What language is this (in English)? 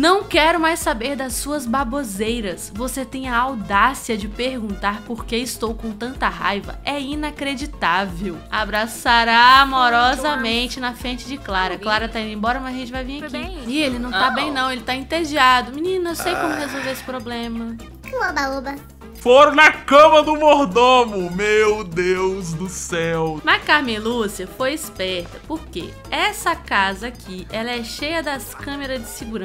Portuguese